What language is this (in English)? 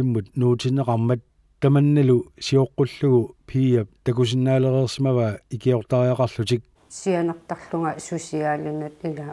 Kalaallisut